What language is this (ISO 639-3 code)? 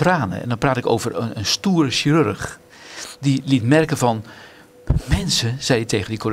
nld